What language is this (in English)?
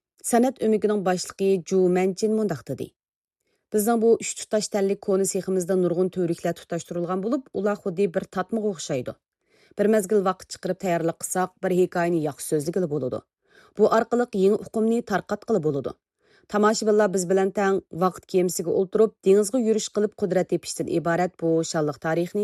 Uyghur